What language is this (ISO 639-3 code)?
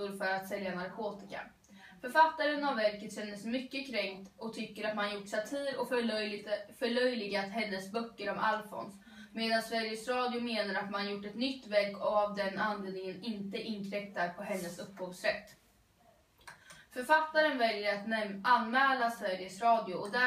swe